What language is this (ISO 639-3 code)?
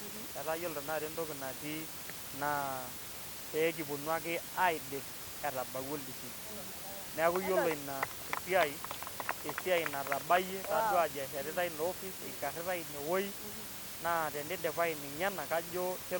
mas